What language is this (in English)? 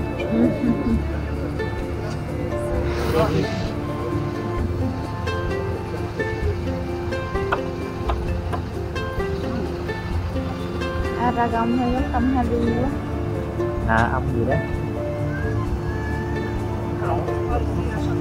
Vietnamese